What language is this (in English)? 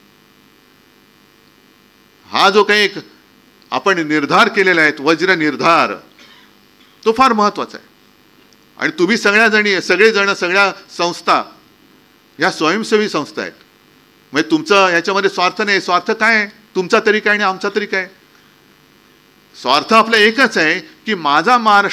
Marathi